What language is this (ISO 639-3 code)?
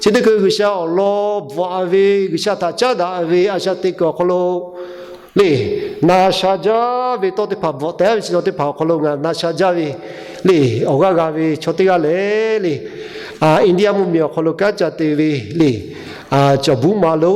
lhu